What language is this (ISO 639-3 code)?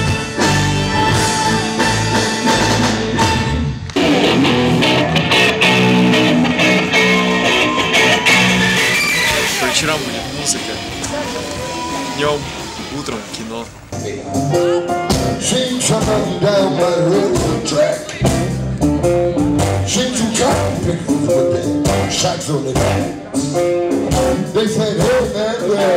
rus